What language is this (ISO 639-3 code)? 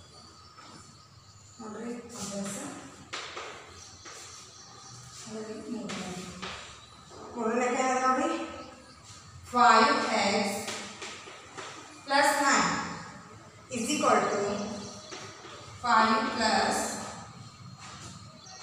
kan